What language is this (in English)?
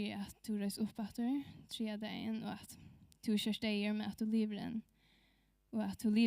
Faroese